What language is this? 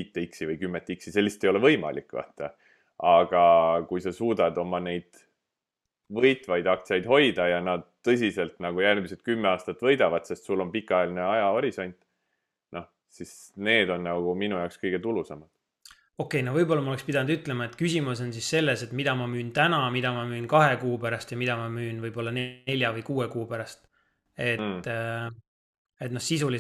Estonian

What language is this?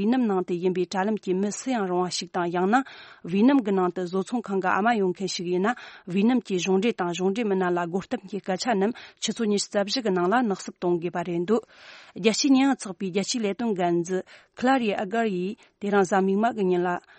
Tibetan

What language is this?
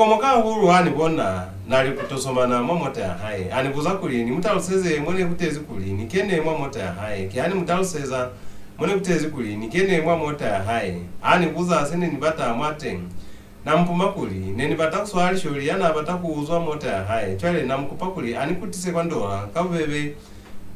Lozi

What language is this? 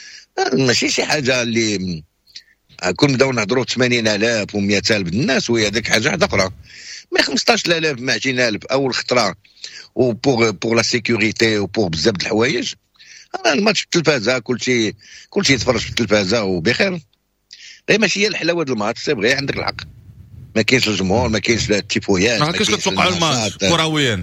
Moroccan Arabic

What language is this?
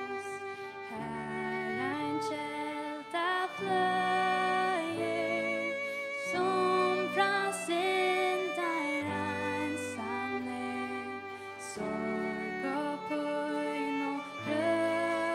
Faroese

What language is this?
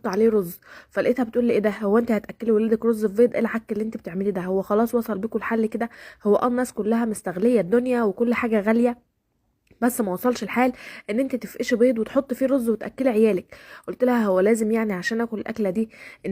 Egyptian Arabic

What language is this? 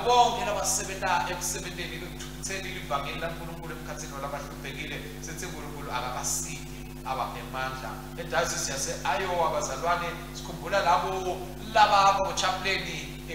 Swati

